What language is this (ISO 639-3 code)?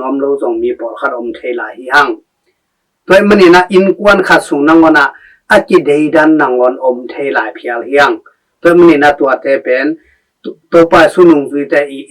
ctd